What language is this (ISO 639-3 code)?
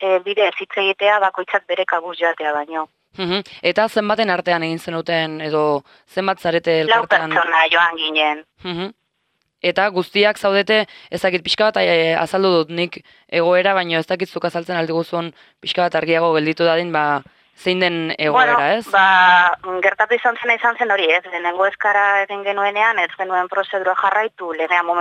eus